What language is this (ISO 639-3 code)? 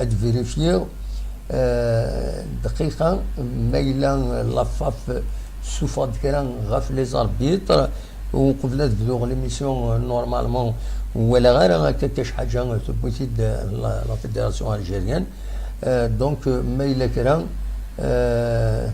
kab